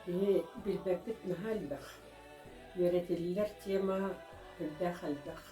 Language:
Yakut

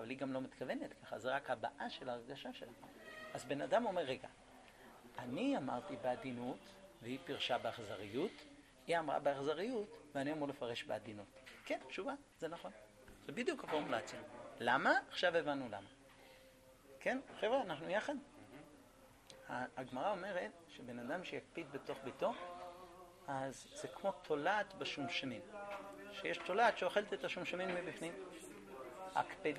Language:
Hebrew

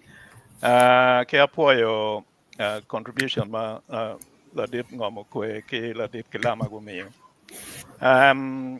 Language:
Acoli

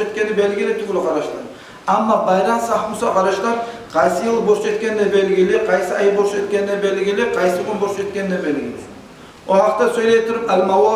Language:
Kumyk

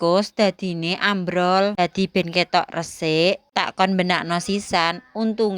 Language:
Javanese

